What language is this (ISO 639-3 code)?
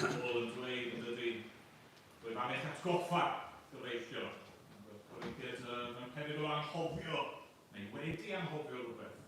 cym